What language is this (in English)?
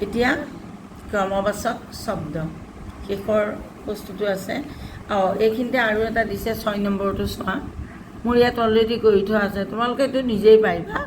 Assamese